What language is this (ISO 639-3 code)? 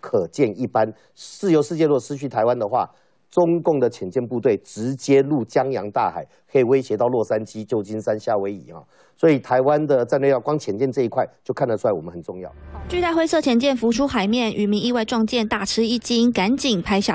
zho